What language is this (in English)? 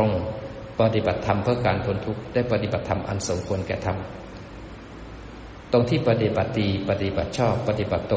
Thai